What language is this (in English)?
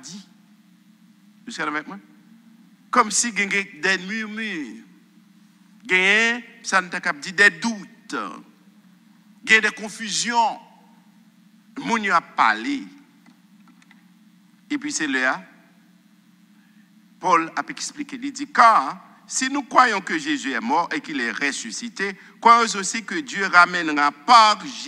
French